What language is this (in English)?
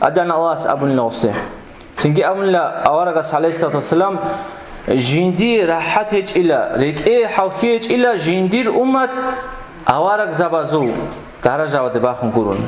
Avaric